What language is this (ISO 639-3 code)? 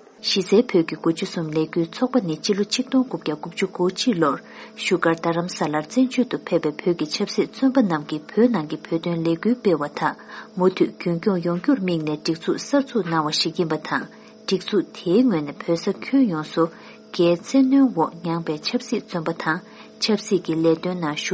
bod